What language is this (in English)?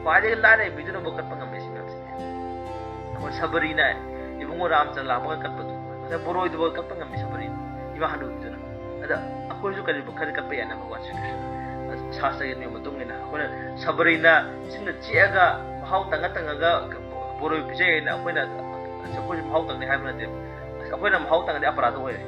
Manipuri